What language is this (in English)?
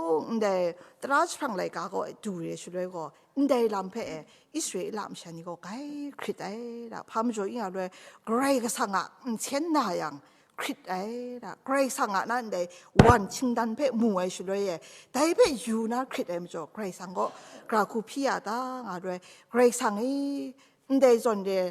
Kachin